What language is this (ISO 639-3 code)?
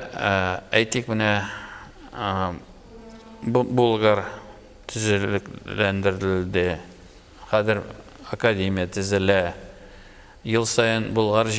tat